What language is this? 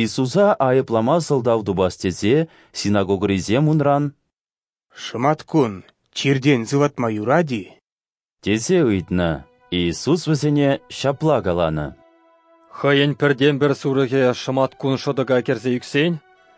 Chuvash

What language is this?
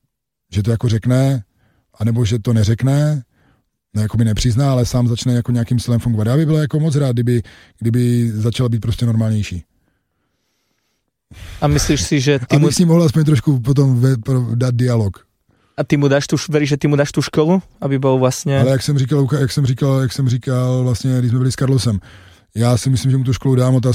Czech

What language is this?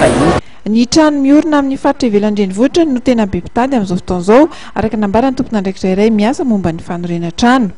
Malagasy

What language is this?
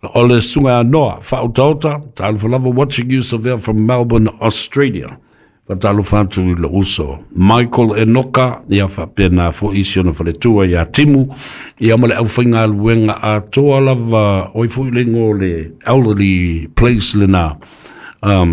Samoan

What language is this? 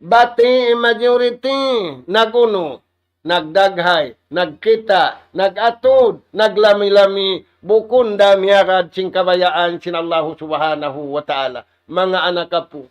Tausug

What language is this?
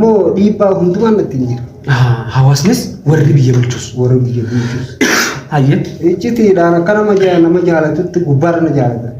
Oromo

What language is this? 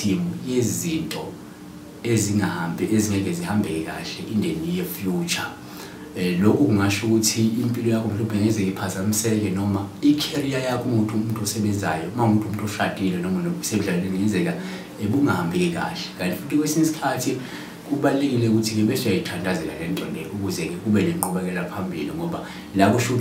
Zulu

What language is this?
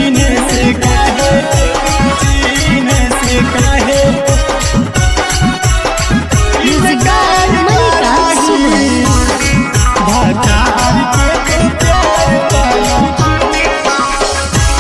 Bhojpuri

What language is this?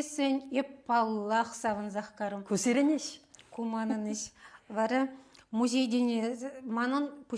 Chuvash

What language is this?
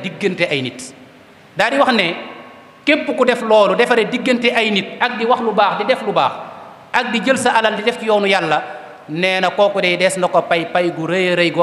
Wolof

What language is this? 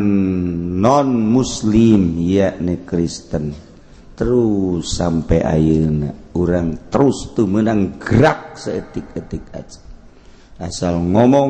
Sundanese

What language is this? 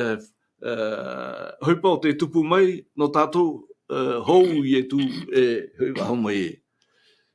Tahitian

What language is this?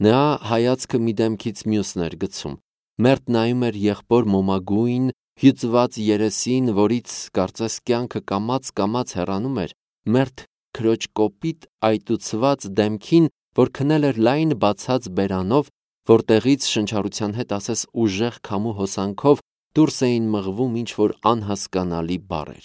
Armenian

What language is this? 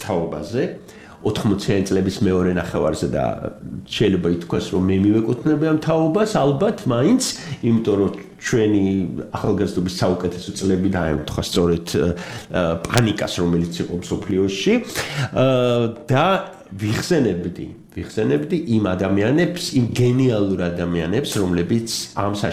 Georgian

